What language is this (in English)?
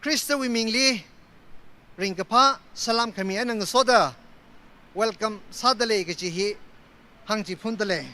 Tangkhul Naga (India)